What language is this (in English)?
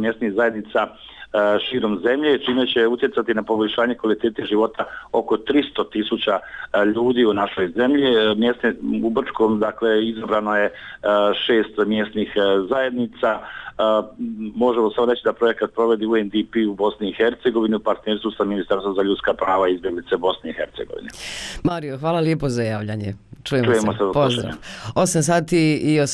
Bosnian